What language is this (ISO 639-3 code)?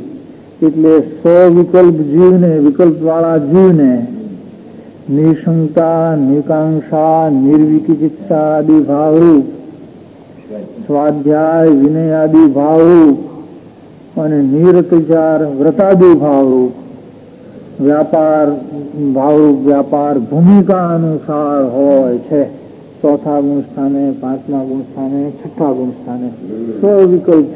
guj